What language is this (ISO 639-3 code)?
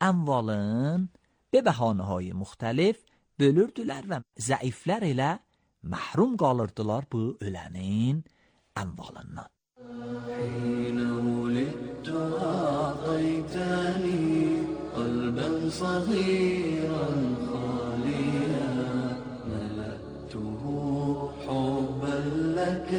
aze